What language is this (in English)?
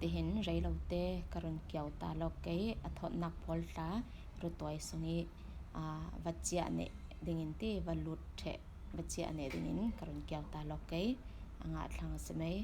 Falam Chin